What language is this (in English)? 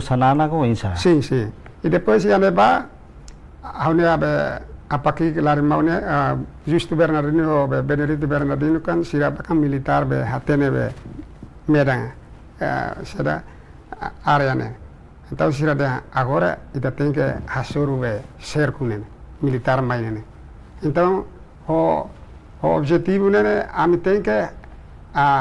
Tetum